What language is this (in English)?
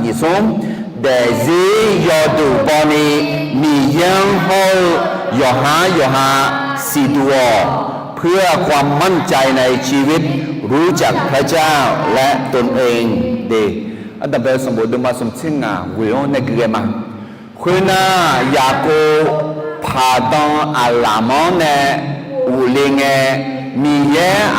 Akha